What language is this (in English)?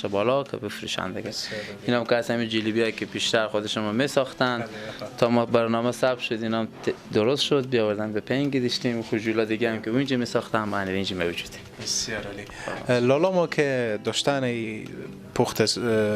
Persian